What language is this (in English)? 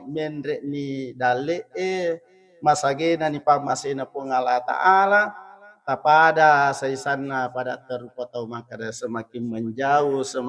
Buginese